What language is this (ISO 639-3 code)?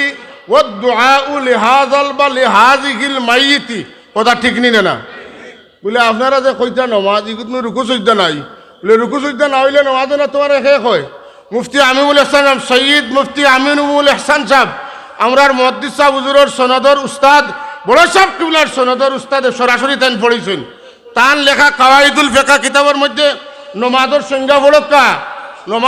syl